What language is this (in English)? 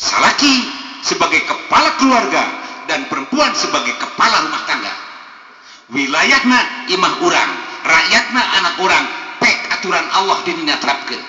Sundanese